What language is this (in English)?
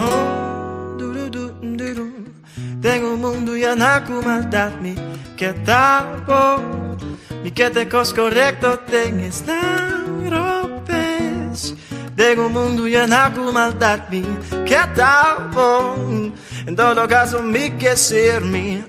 Papiamento